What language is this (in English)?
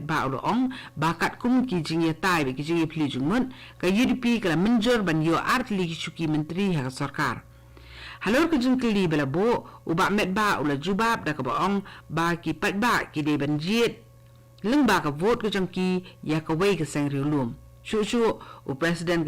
Khasi